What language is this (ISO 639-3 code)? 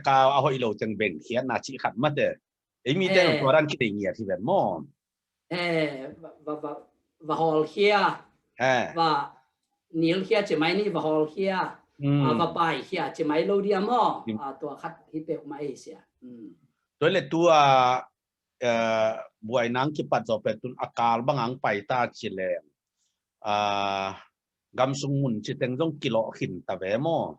ctd